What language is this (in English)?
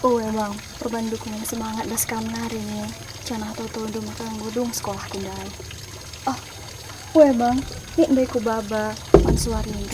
Batak Karo